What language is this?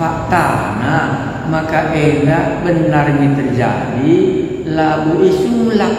Batak Karo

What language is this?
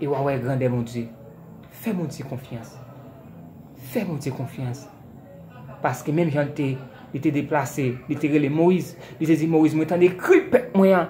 Haitian Creole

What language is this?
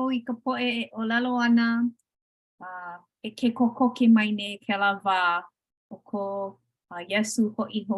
Hawaiian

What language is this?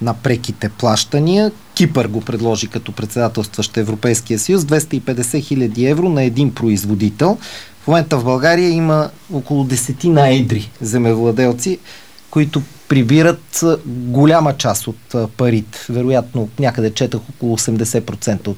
Bulgarian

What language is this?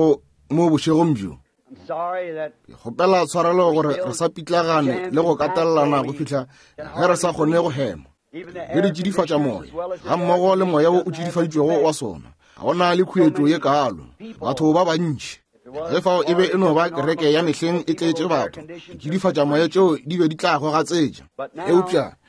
Northern Sotho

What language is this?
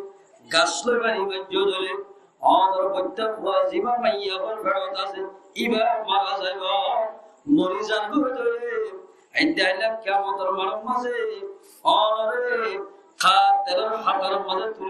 Rohingya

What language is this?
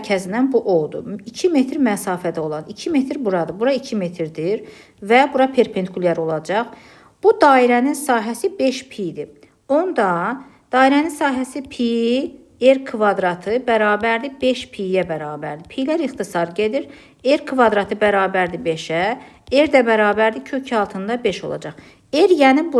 Azerbaijani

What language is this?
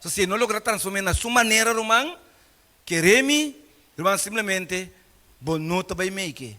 Papiamento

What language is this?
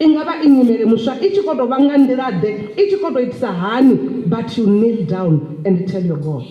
Venda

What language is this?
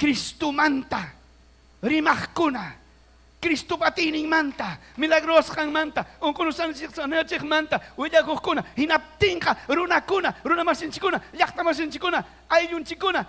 Ayacucho Quechua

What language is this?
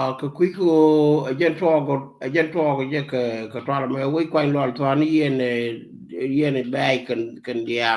Nuer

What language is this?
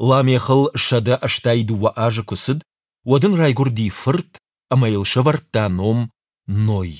Ossetic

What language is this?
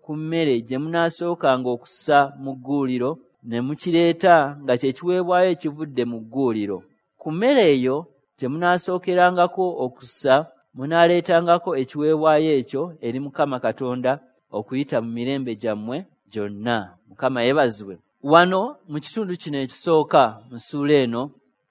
Ganda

